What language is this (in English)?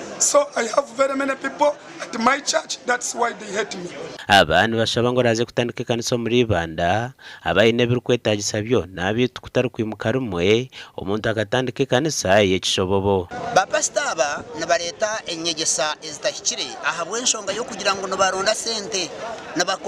Nyankole